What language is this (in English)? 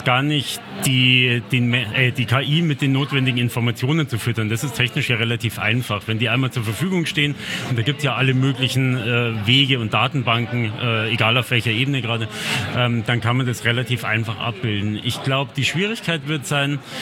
German